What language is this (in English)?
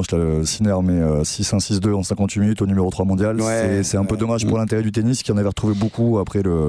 French